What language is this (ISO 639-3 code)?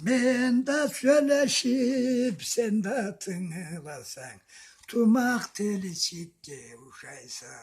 krc